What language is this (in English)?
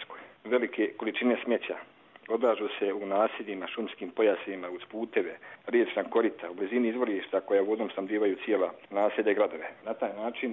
Bosnian